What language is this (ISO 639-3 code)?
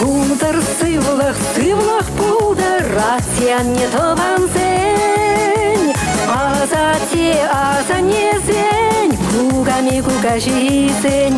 chv